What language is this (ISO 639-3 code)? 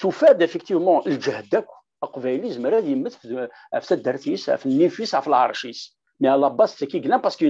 kab